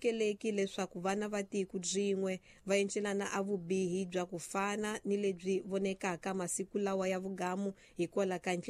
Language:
Tsonga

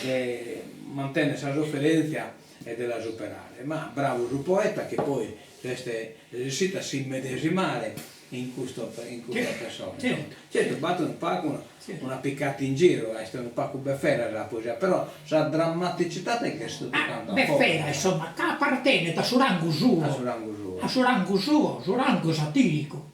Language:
Sardinian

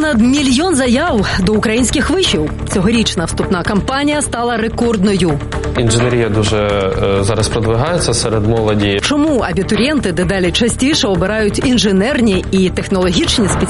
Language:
Ukrainian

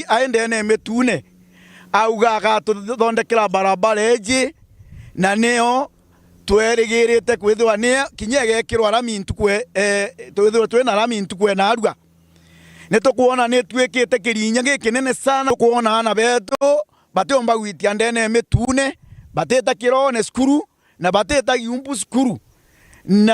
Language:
Meru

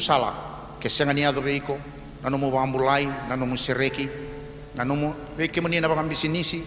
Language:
Fijian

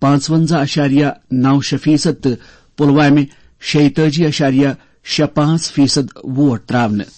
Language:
Kashmiri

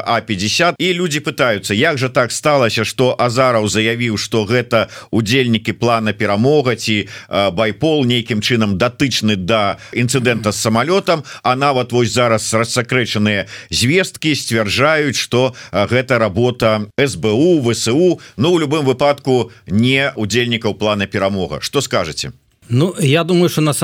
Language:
Belarusian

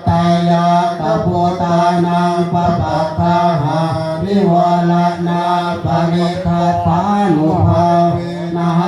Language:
Pali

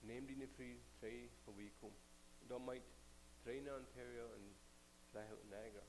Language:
Plautdietsch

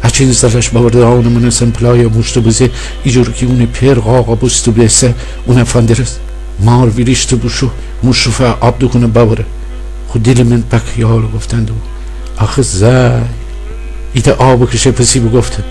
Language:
Gilaki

